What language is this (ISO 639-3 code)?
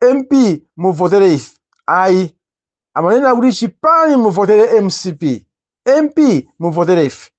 nya